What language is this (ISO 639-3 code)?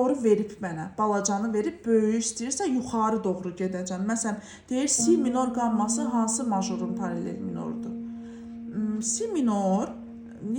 aze